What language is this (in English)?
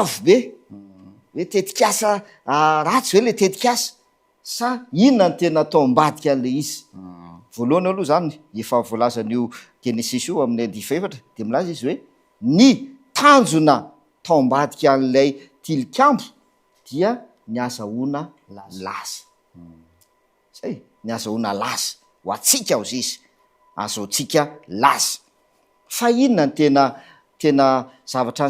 Malagasy